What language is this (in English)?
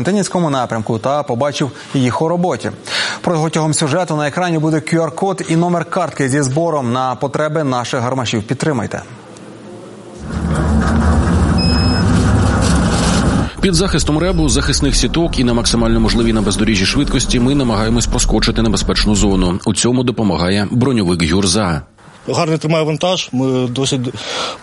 Ukrainian